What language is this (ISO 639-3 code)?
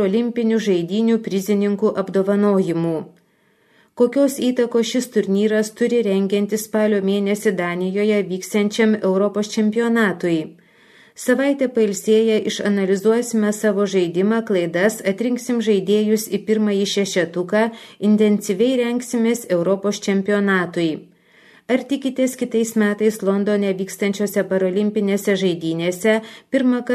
lit